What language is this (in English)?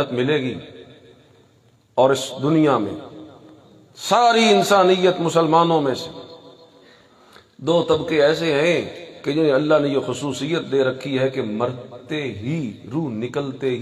Urdu